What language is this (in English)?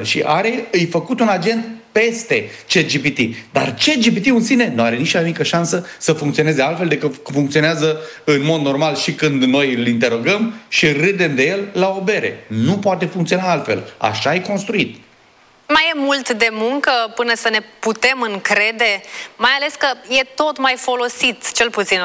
Romanian